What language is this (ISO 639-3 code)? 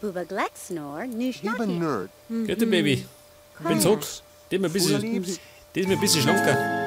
bar